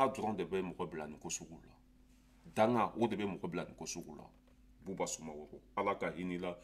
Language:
Bambara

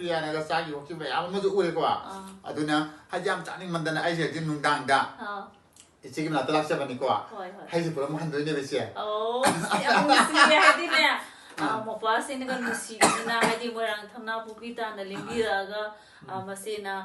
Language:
Manipuri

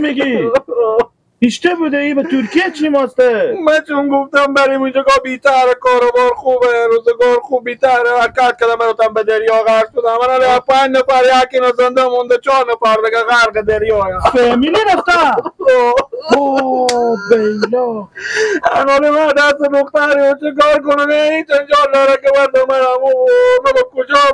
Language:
Persian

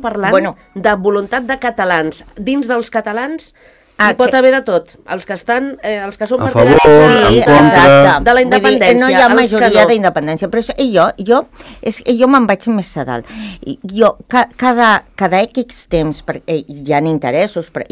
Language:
Catalan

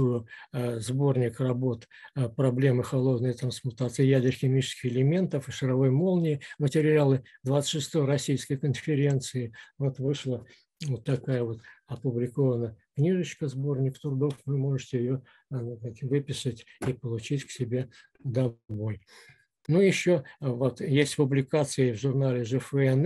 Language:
Russian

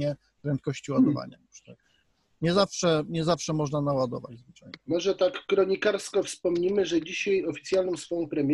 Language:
Polish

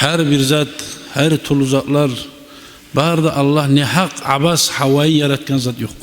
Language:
Kumyk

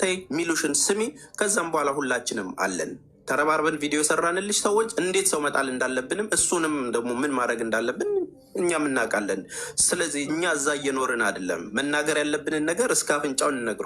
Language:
Amharic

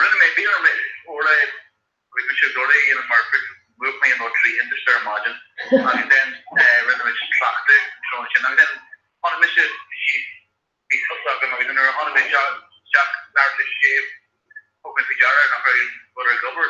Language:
Irish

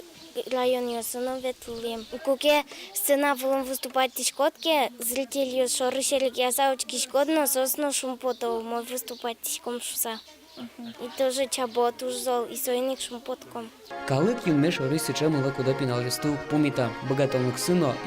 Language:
Udmurt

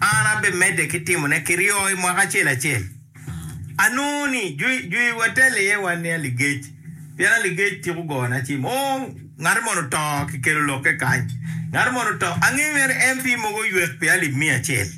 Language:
Acoli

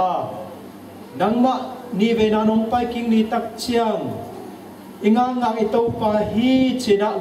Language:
Tedim Chin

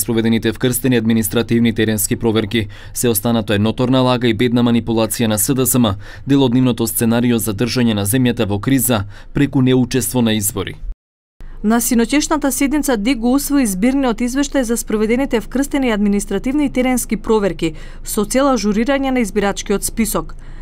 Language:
Macedonian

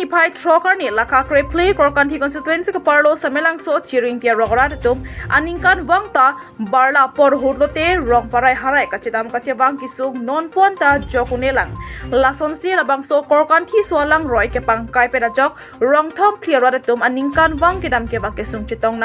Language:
Karbi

